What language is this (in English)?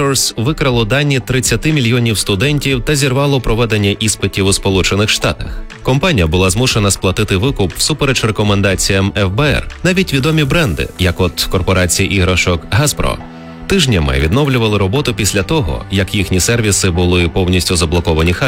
Ukrainian